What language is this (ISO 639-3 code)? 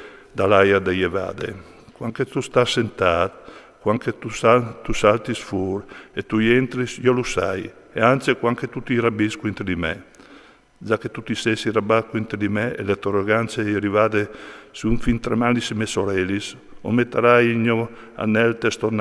fur